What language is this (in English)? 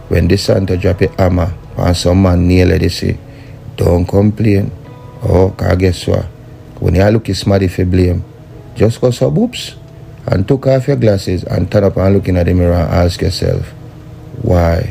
Jamaican Creole English